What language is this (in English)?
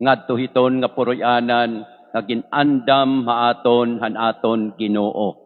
Waray